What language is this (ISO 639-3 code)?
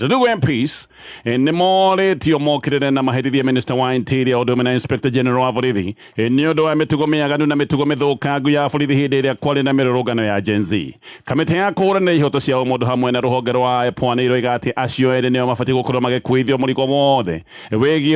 kik